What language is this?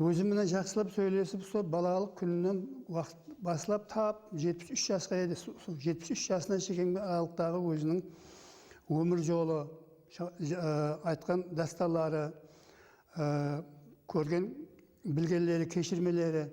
Kara-Kalpak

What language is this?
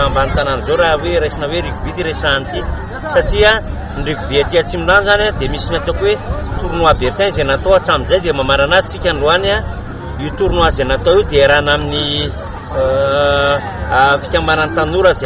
Malagasy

